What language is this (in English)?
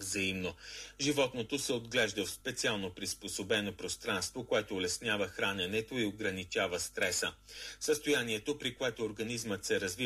Bulgarian